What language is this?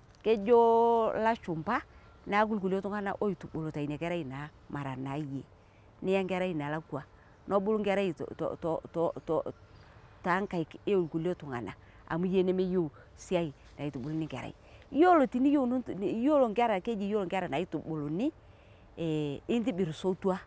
Masai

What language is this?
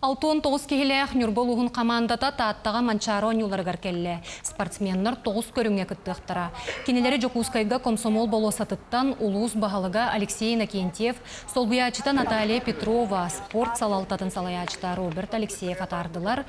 Yakut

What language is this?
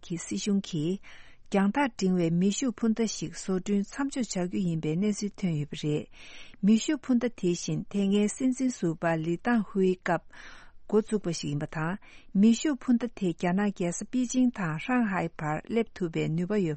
Tibetan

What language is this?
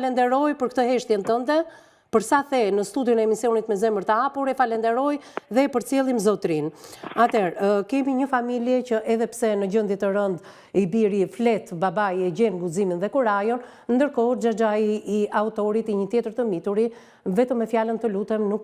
Albanian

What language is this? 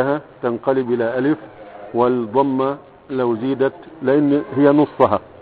Arabic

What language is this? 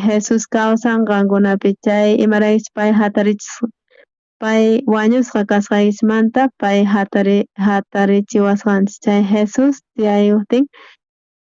South Bolivian Quechua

